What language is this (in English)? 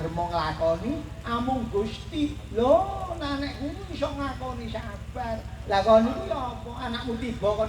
Javanese